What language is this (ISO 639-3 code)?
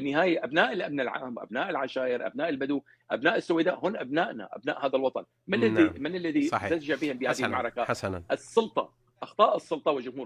apc